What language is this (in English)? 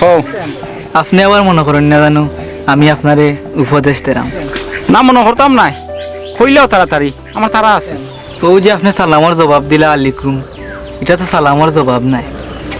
Sylheti